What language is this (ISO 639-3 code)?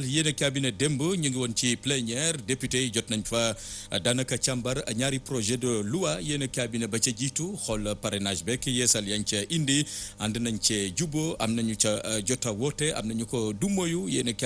wol